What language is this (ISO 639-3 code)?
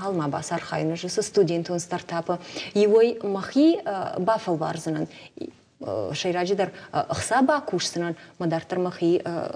oss